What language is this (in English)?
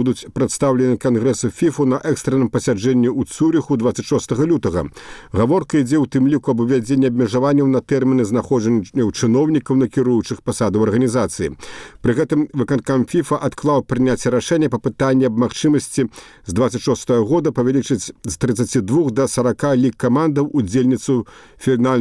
Belarusian